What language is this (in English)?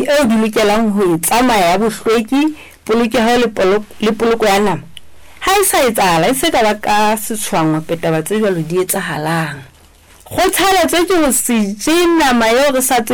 Southern Sotho